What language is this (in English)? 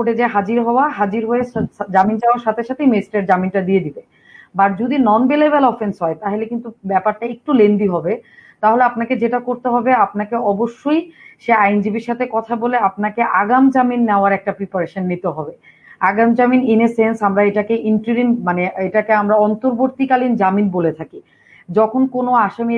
Bangla